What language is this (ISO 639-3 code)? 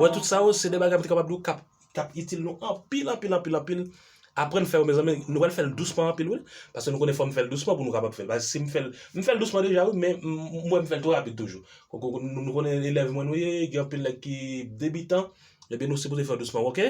hat